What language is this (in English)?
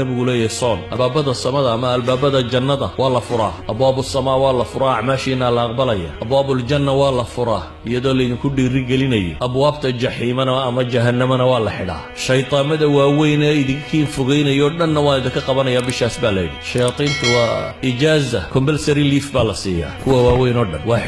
Somali